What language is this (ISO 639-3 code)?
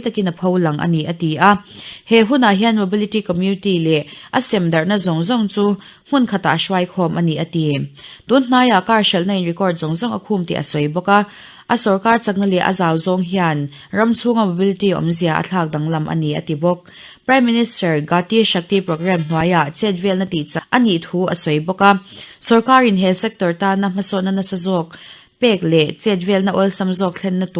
lus